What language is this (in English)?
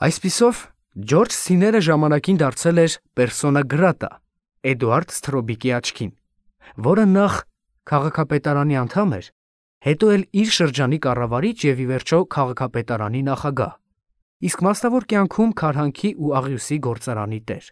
Armenian